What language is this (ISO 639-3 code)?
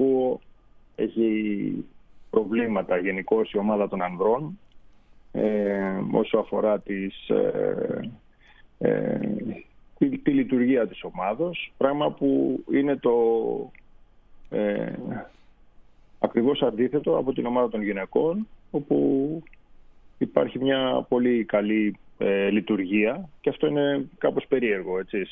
ell